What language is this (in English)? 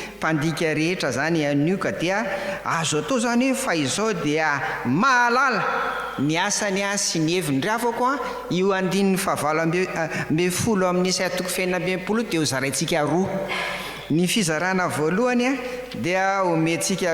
Malagasy